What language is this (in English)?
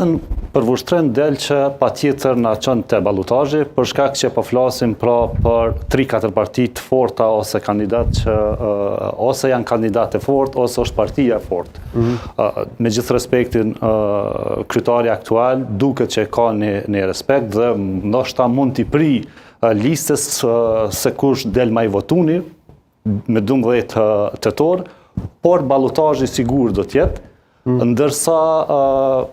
Albanian